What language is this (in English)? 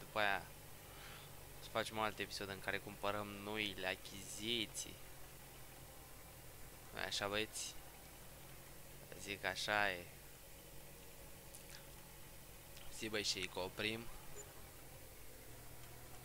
Romanian